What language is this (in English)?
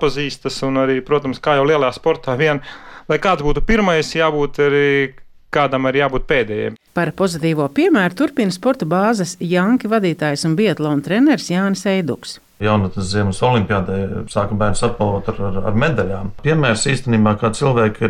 Latvian